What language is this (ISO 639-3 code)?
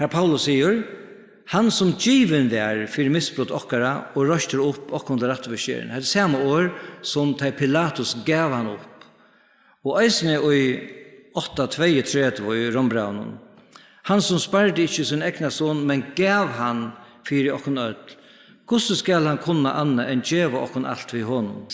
fao